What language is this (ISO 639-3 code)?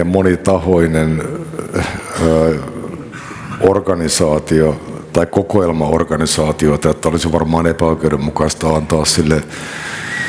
fin